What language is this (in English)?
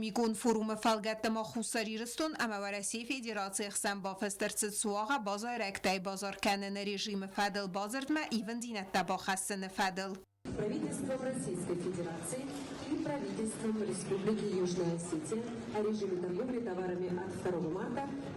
Ossetic